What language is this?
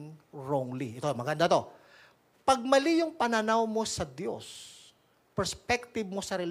Filipino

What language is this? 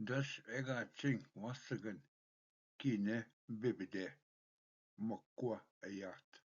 Ojibwa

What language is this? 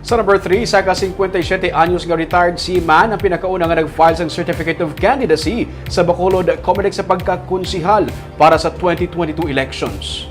Hiligaynon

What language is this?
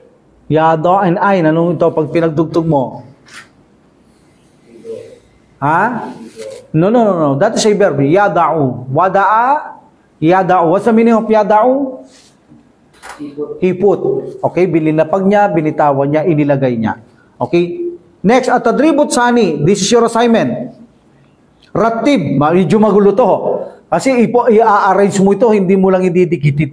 Filipino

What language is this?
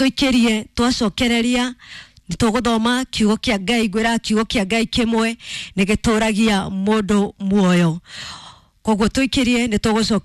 Kikuyu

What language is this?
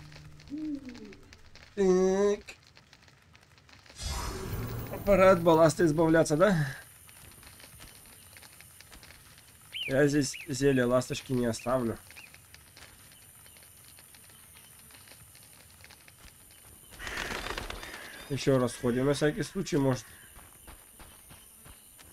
Russian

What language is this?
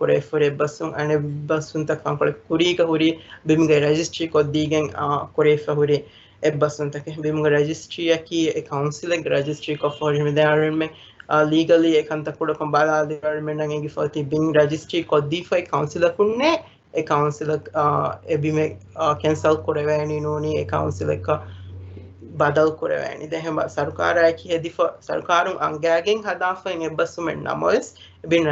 Divehi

